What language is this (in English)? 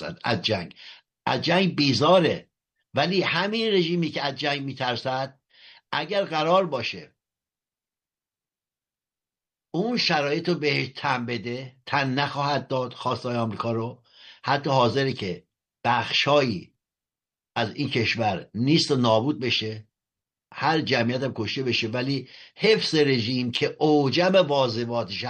Persian